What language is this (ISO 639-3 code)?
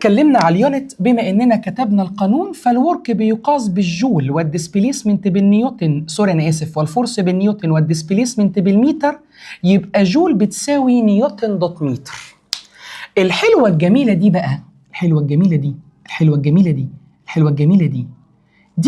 arz